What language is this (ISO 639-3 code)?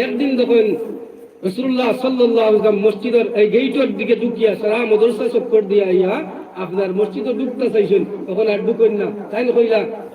syl